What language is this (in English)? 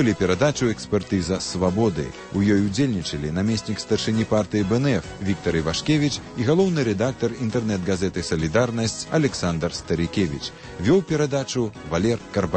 Belarusian